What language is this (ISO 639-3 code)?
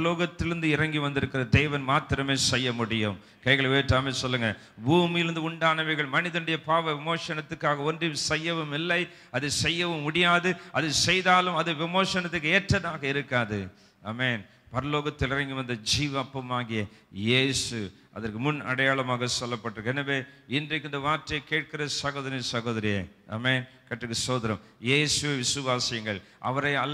tam